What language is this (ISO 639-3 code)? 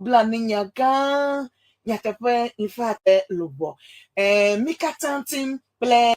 ewe